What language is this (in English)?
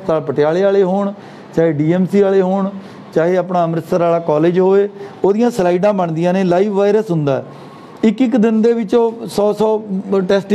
Punjabi